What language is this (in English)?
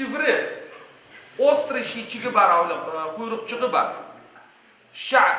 Crimean Tatar